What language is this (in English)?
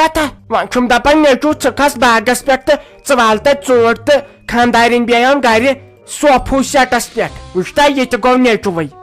Kashmiri